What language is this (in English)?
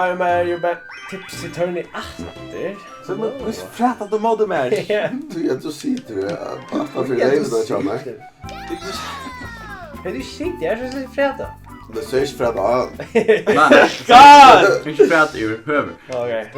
Faroese